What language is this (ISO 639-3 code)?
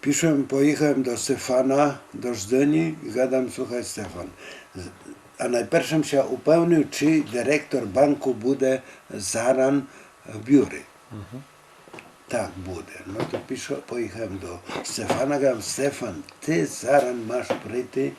rue